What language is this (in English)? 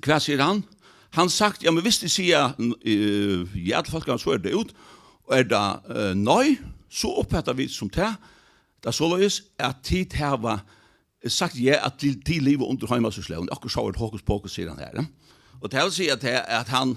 Faroese